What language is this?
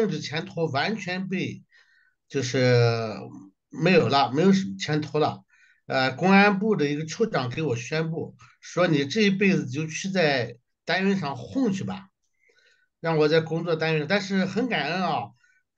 Chinese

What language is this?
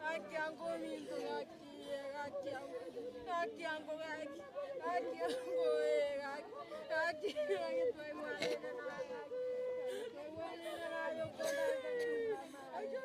Gusii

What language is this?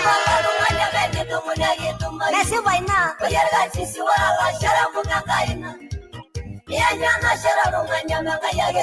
Masai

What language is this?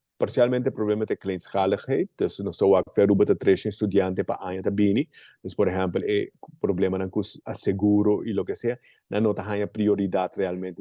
Papiamento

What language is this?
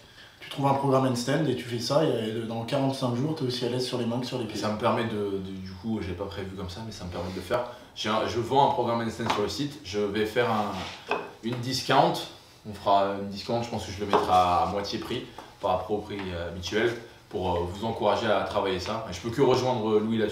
French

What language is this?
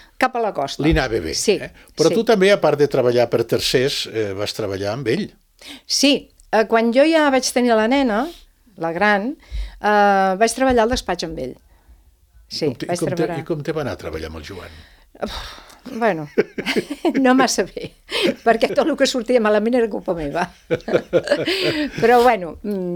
Catalan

